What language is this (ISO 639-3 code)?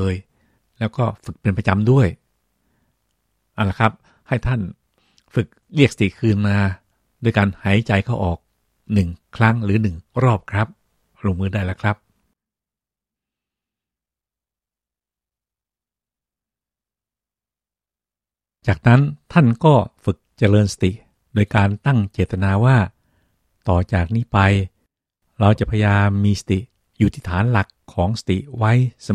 tha